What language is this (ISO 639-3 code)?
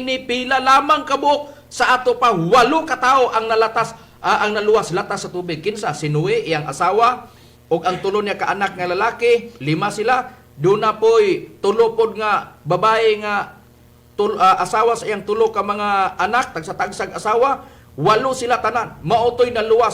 ceb